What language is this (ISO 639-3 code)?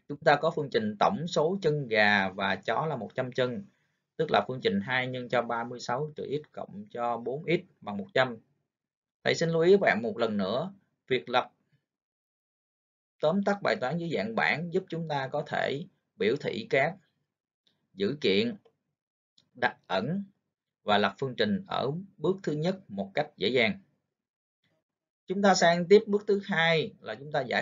vie